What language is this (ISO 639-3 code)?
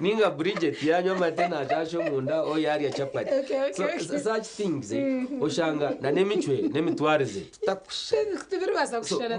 nyn